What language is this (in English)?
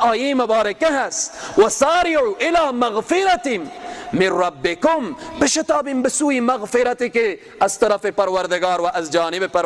Persian